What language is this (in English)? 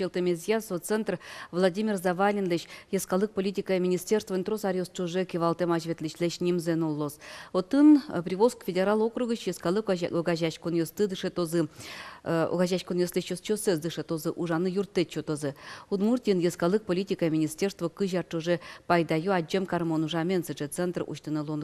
Udmurt